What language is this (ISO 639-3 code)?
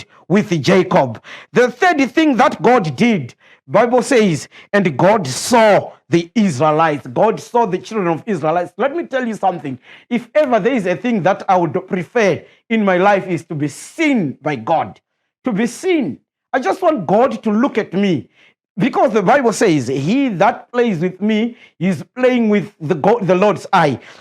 eng